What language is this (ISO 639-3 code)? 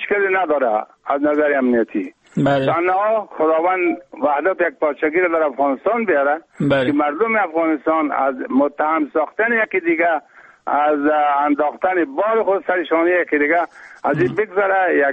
fas